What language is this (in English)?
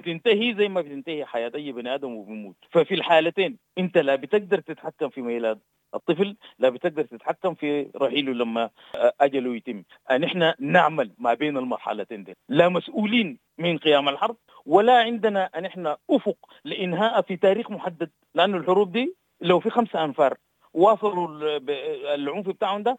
Sudanese Arabic